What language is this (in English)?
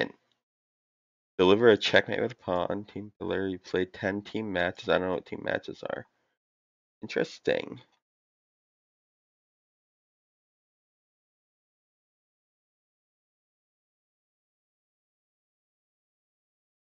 English